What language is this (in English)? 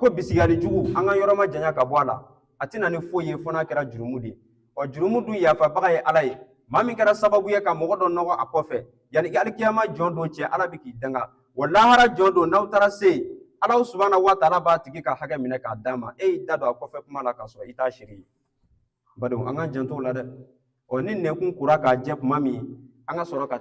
Bambara